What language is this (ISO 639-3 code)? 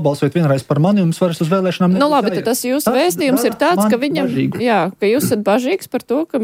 lav